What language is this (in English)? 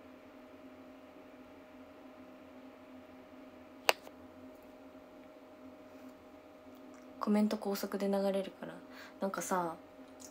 Japanese